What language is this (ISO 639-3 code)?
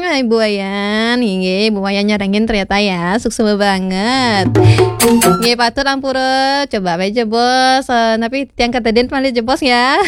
ban